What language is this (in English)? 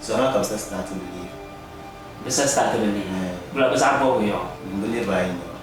Dagbani